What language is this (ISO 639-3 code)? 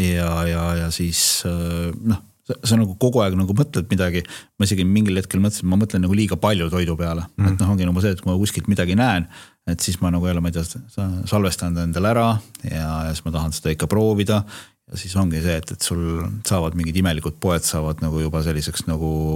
est